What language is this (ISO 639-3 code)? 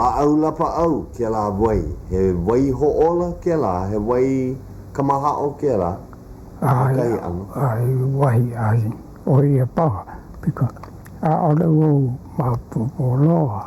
haw